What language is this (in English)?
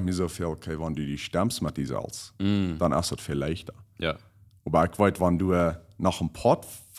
Plautdietsch